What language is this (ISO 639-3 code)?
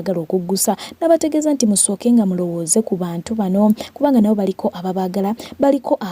lug